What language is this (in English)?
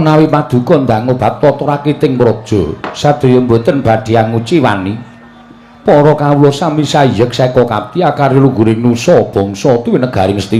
Javanese